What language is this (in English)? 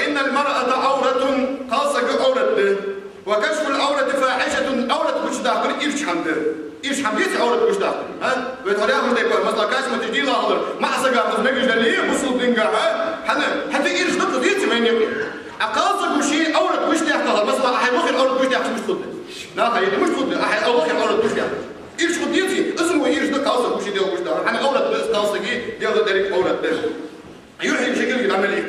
Ingush